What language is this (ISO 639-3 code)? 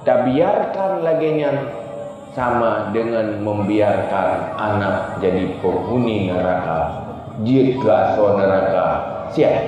ace